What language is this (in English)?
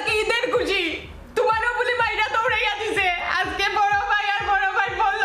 Sylheti